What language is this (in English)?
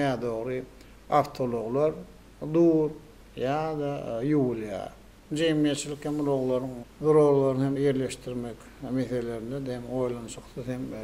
Turkmen